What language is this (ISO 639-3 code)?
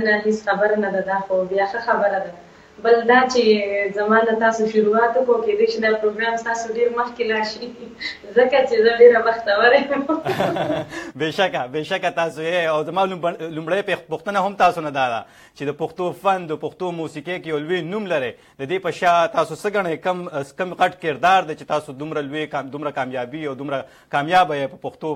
pus